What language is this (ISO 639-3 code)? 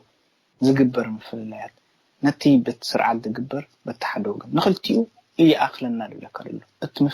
tir